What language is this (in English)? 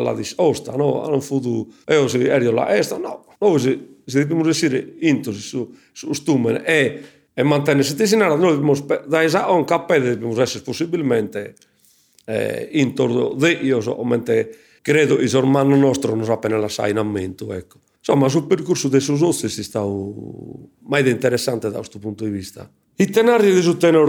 Sardinian